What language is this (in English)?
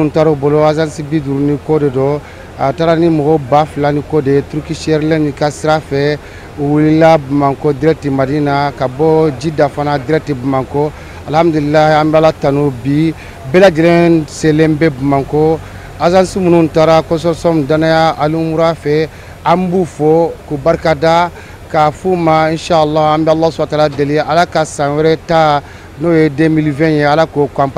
Bambara